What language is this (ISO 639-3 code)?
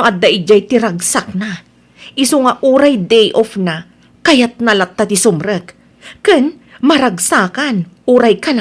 ilo